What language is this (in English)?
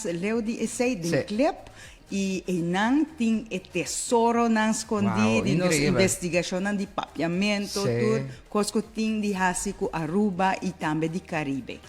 Papiamento